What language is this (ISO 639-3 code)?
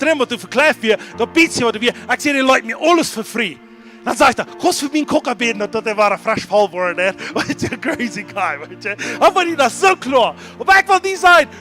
pdt